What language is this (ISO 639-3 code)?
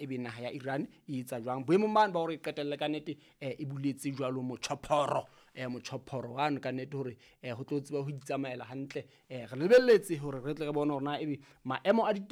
sot